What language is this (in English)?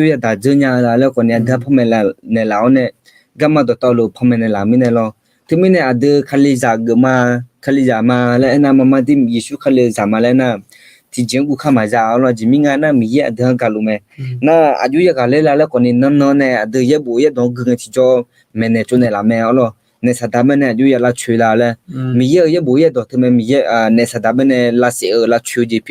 Akha